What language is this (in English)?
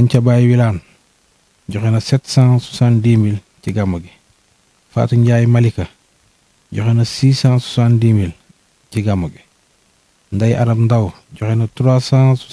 Wolof